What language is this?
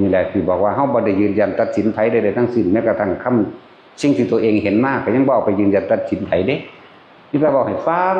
Northeastern Thai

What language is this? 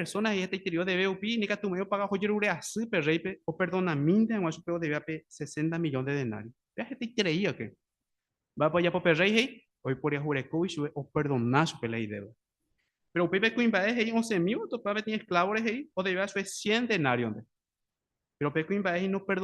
Guarani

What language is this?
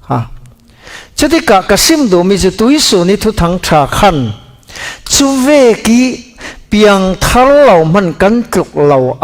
Falam Chin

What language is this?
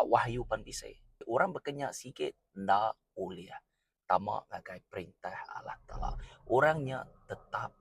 Iban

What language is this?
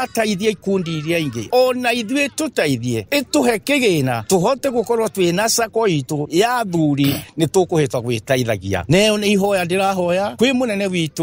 Kikuyu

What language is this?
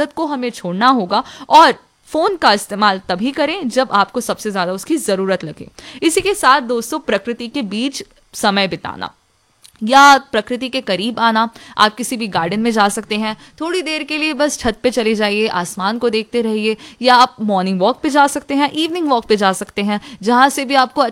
Hindi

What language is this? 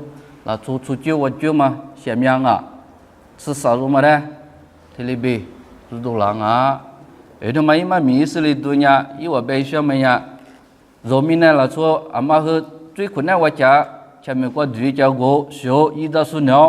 Lisu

